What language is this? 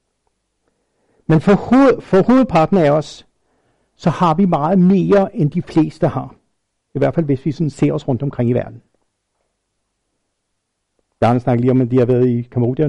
Danish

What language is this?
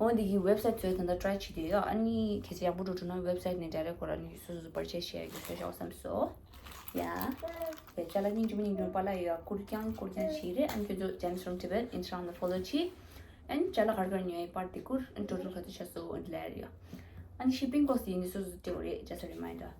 Tibetan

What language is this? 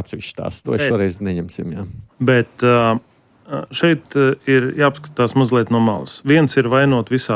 Latvian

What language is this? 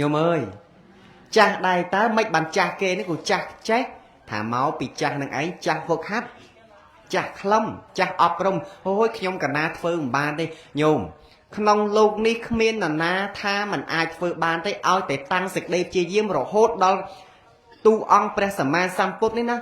Khmer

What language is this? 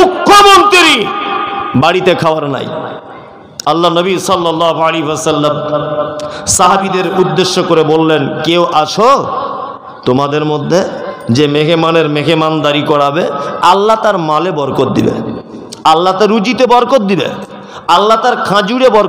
Bangla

